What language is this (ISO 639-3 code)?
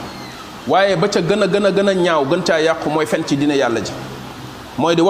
wol